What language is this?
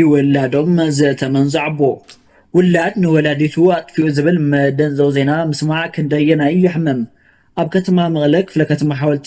Tigrinya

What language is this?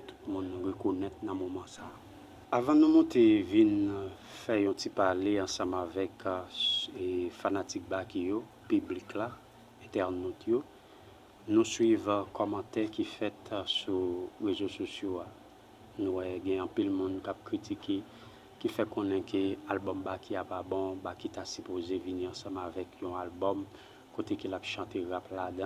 Haitian Creole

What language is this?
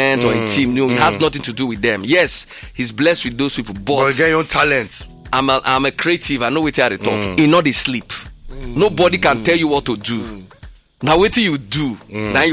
Nigerian Pidgin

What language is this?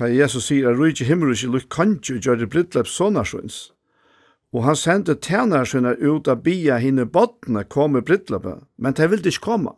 Faroese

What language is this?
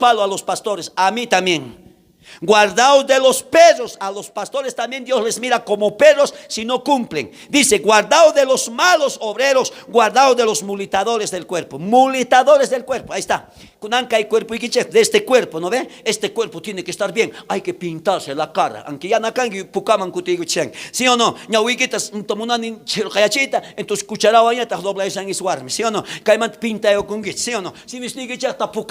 South Bolivian Quechua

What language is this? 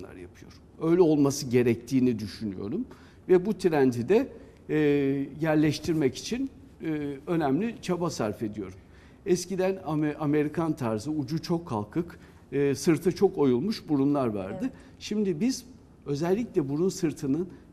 Turkish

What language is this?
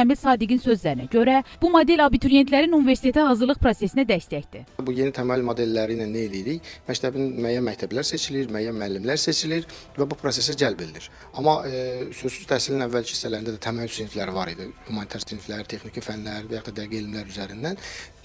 Azerbaijani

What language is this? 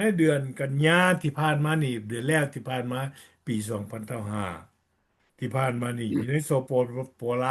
Lao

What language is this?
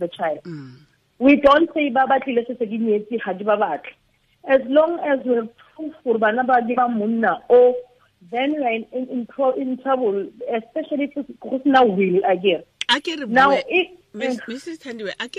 Tswana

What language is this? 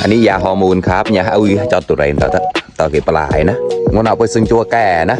Mon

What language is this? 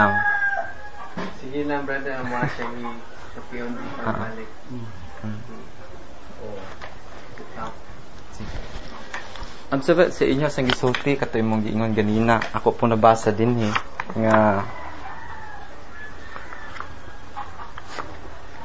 Cebuano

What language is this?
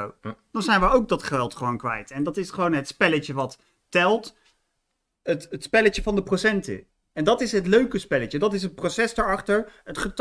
Dutch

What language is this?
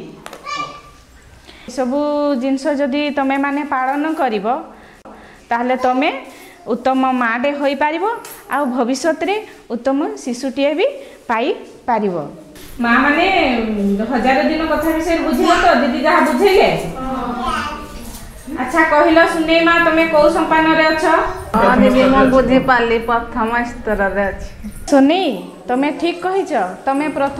Odia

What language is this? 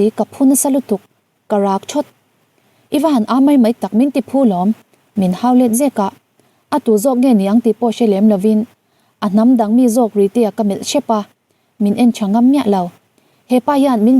Mizo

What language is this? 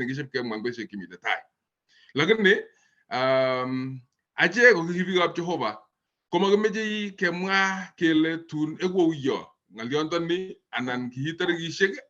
Kalenjin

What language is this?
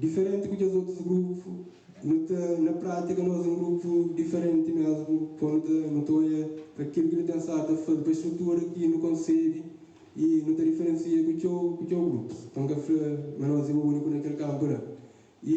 Kabuverdianu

